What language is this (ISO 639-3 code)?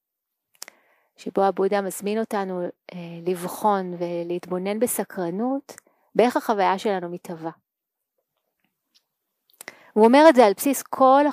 heb